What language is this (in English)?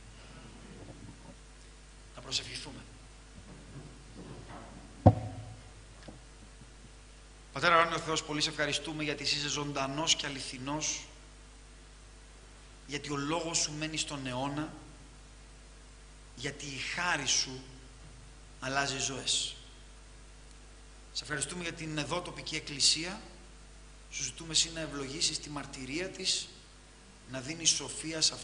Greek